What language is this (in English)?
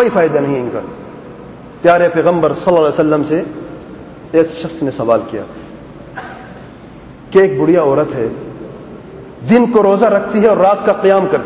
Urdu